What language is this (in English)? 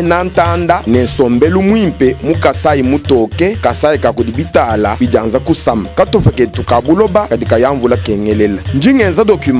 Luba-Lulua